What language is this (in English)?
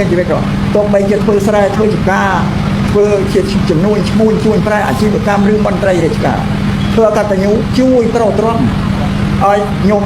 Khmer